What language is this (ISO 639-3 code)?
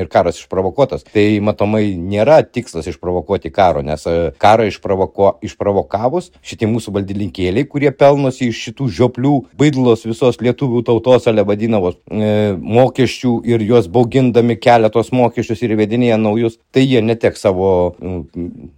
lit